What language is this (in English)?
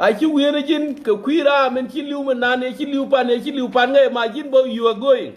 Nuer